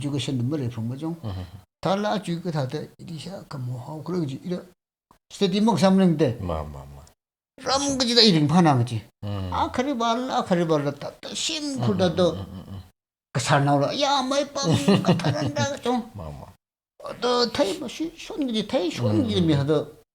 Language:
Tangkhul Naga (India)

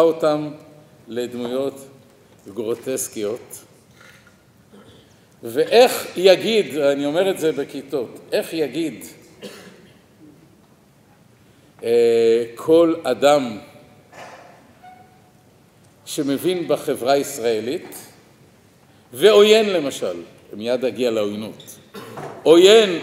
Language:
Hebrew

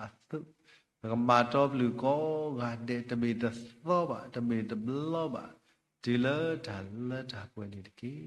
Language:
S'gaw Karen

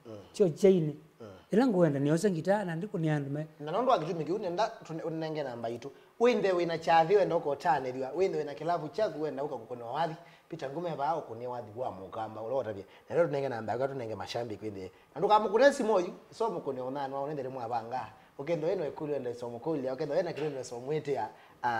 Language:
Kamba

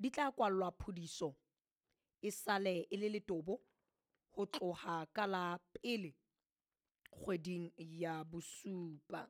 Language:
Southern Sotho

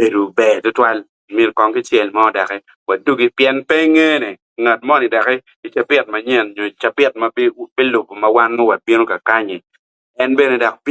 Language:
Acoli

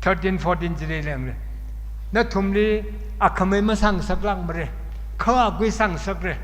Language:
Tangkhul Naga (India)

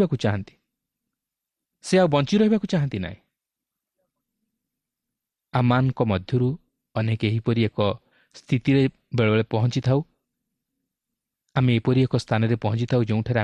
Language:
Odia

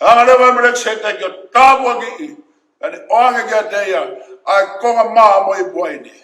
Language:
Tongan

